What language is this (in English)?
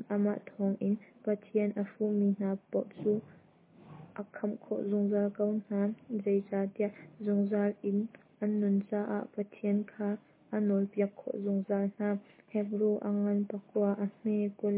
Hakha Chin